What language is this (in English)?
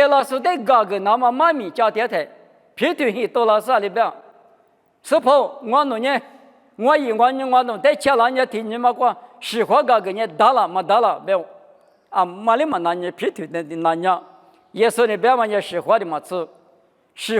Lisu